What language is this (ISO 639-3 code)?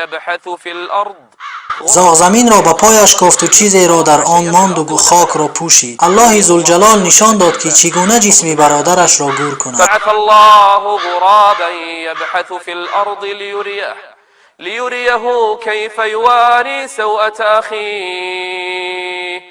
tgk